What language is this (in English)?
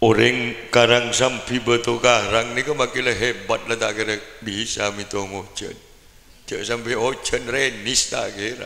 Madurese